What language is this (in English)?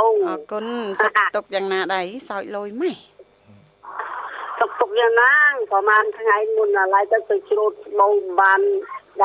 Khmer